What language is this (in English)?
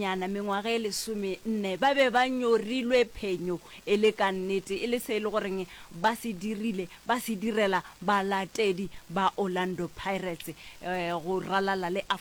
Northern Sotho